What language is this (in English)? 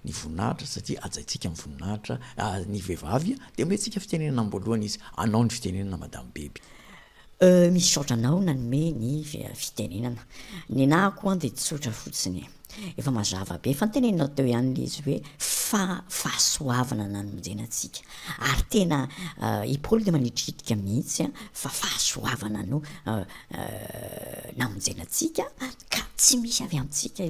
Malagasy